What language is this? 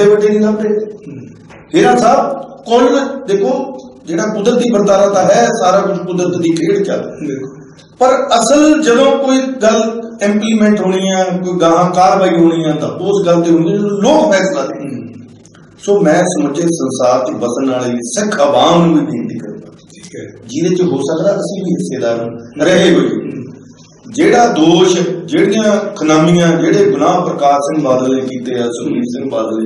Punjabi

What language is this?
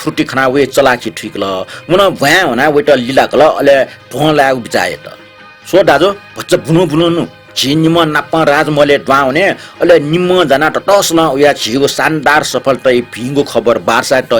Newari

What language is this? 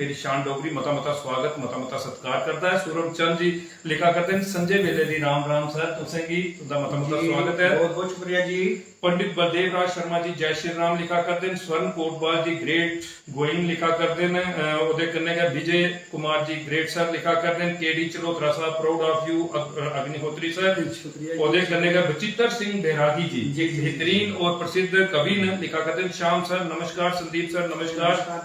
Dogri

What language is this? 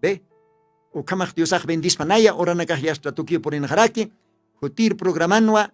Aymara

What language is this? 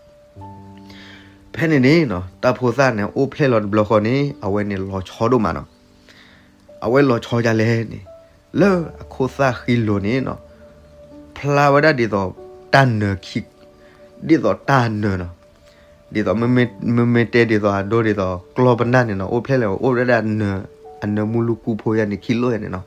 S'gaw Karen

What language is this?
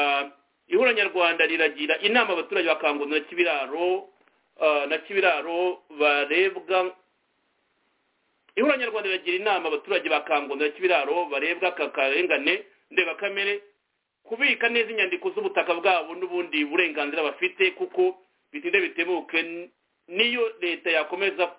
Kinyarwanda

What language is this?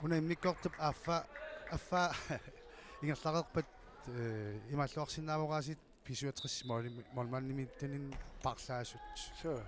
Kalaallisut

